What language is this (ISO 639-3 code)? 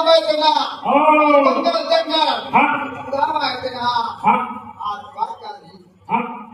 hne